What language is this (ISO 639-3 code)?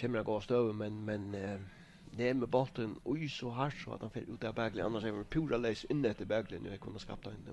fao